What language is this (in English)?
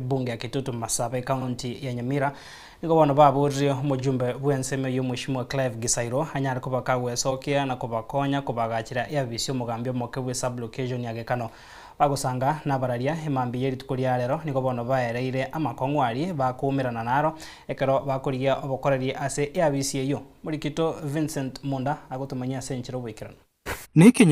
Gusii